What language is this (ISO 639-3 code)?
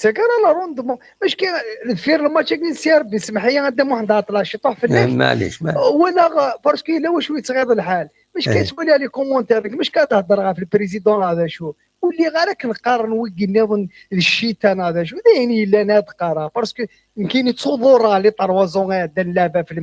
kab